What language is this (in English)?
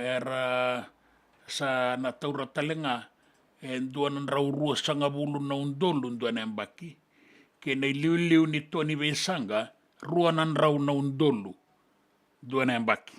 Fijian